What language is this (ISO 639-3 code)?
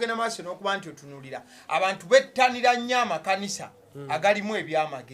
lug